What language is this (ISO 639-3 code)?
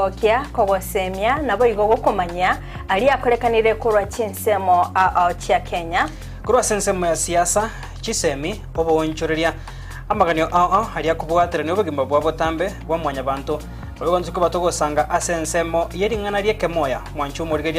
guz